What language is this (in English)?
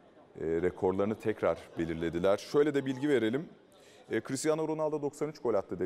Turkish